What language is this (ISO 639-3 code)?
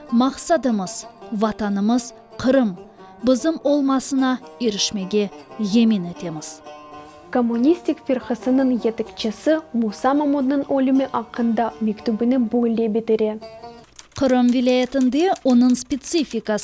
crh